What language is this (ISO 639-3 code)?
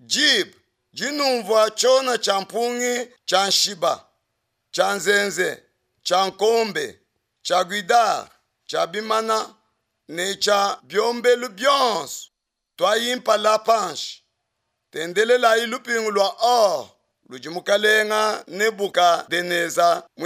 lua